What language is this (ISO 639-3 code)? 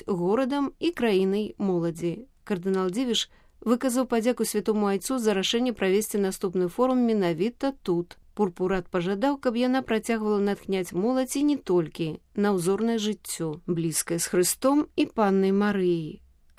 bel